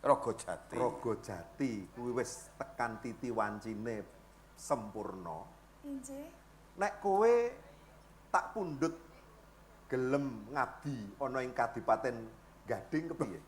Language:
Javanese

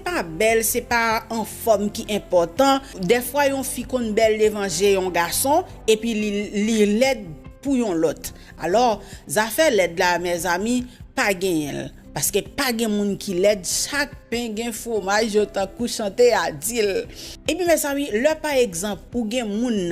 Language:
Haitian Creole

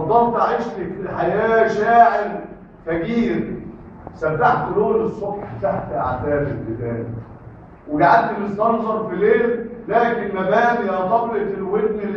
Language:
Egyptian Arabic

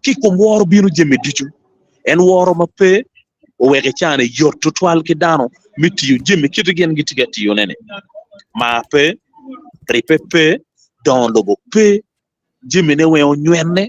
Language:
Acoli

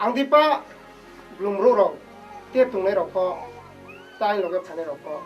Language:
Riang (India)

